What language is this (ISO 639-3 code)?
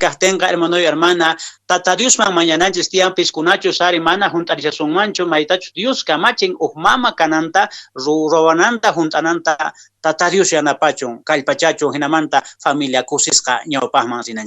que